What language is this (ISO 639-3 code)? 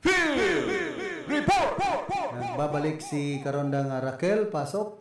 bik